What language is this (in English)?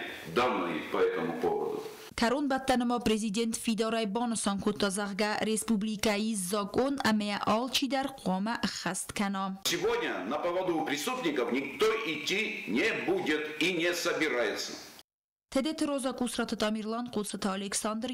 Ossetic